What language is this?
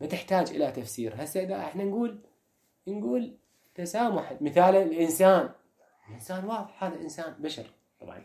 Mesopotamian Arabic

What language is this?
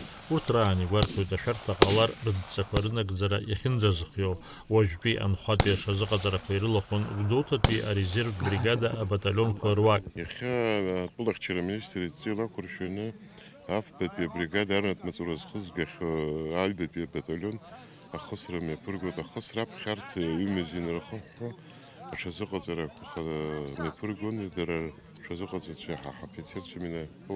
Abkhazian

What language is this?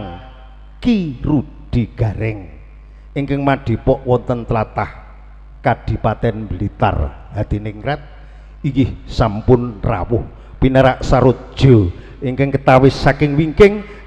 Javanese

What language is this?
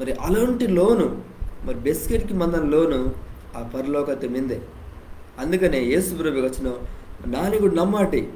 Koya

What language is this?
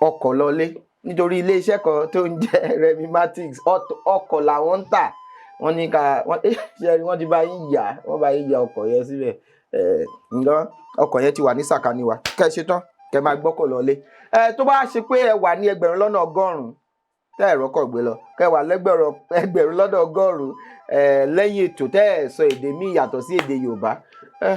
Yoruba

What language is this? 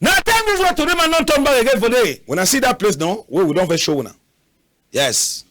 Cameroon Pidgin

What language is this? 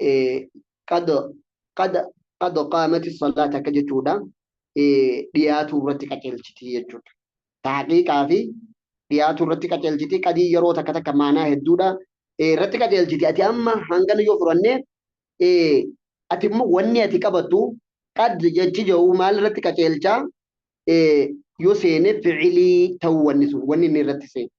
Oromo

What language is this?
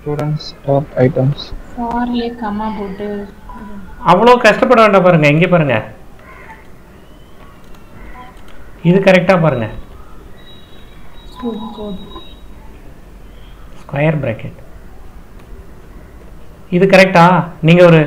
Tamil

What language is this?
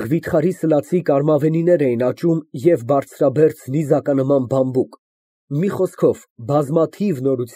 Armenian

